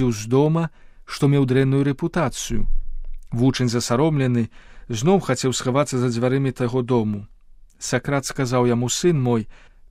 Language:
Belarusian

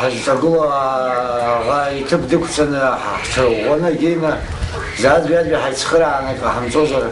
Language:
Abkhazian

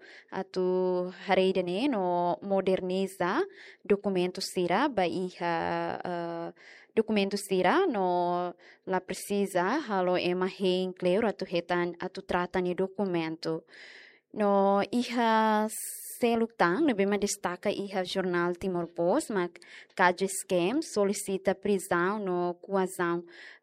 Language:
Tetum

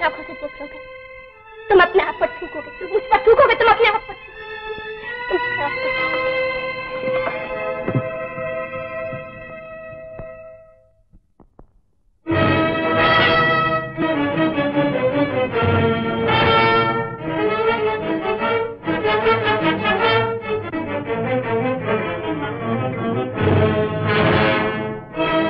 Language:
Hindi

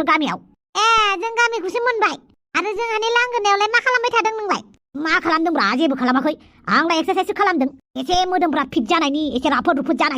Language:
Bodo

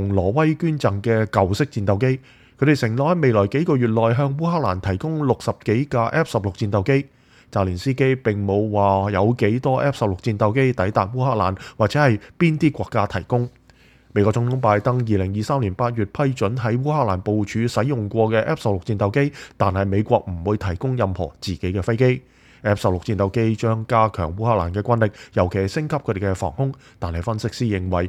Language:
Cantonese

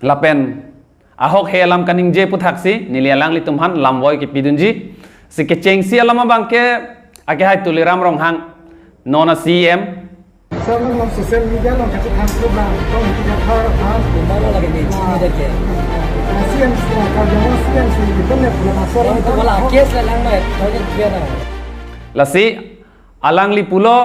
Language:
Karbi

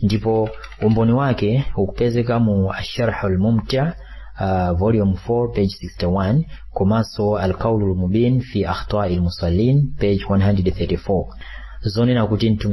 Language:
Nyanja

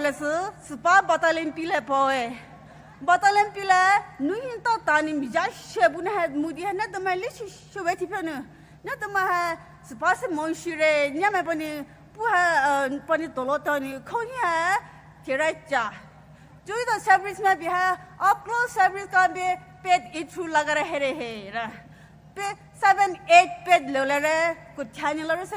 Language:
Poumei Naga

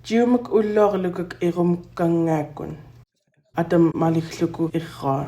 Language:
Central Yupik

